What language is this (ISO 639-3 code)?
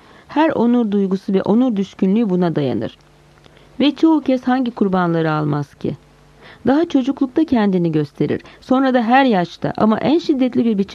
tur